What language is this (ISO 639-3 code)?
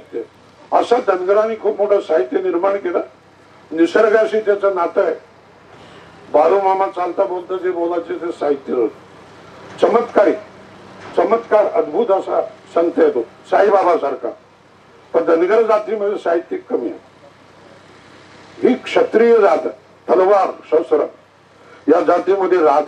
mar